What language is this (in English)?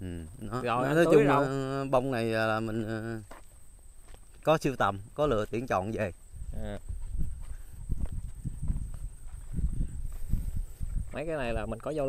Vietnamese